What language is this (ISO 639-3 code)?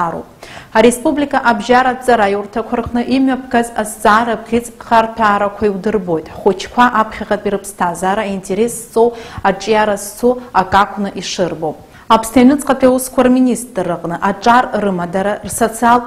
abk